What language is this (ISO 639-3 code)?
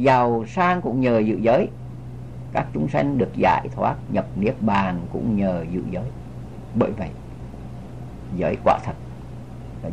vie